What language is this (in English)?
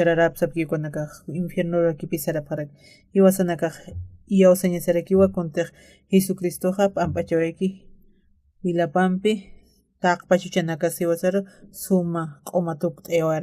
Aymara